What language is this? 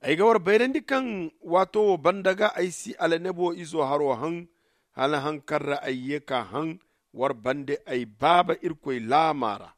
Zarma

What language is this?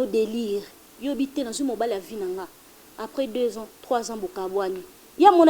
Lingala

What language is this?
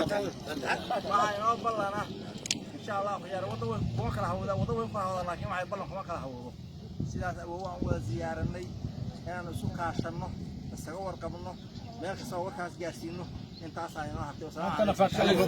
Somali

